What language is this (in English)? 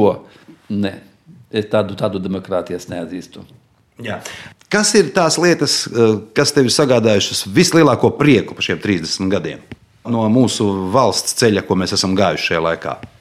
Latvian